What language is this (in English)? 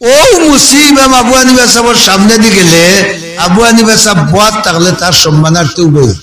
Sylheti